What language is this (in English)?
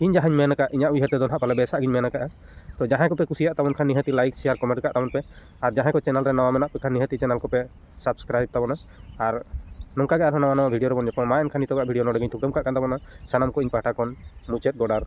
Santali